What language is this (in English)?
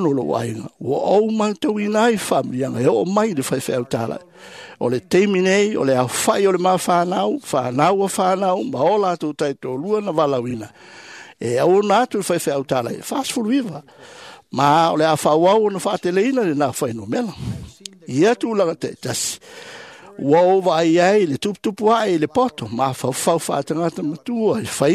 Samoan